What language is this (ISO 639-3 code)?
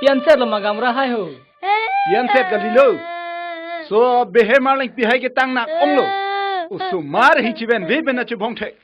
mjw